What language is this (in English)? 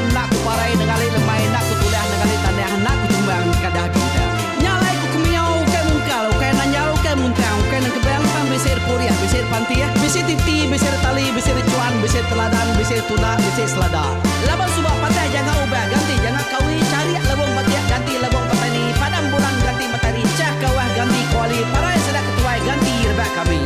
Iban